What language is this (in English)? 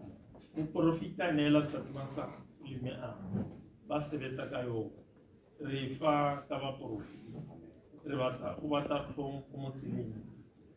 Tswana